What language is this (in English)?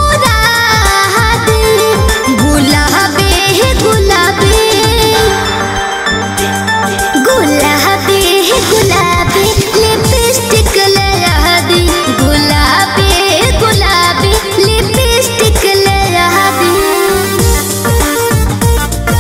Bhojpuri